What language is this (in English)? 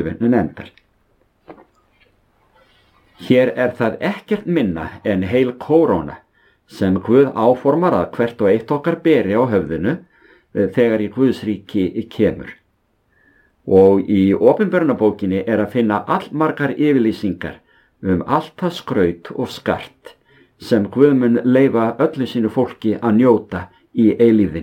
Icelandic